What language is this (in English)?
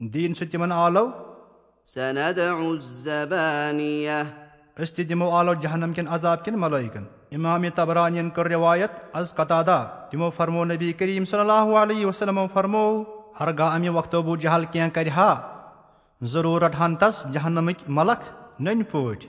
Kashmiri